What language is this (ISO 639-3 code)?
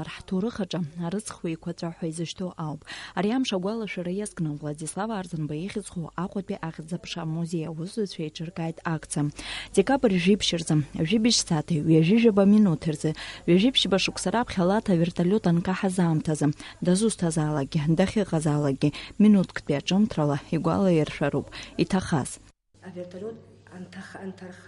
abk